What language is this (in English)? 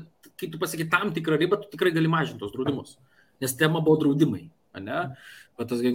Lithuanian